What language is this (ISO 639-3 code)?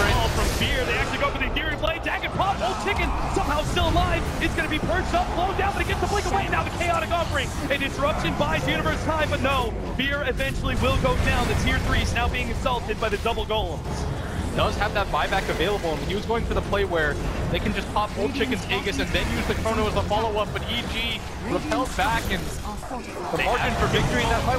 eng